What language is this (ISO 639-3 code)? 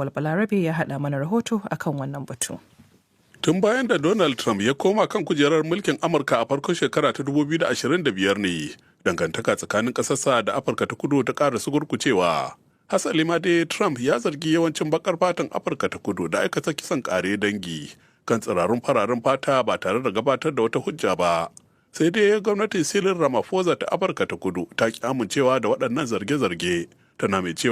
hau